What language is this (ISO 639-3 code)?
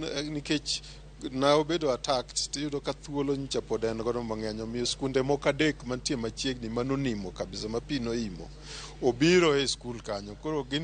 luo